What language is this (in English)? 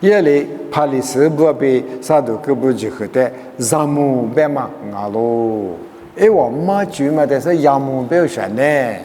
Lisu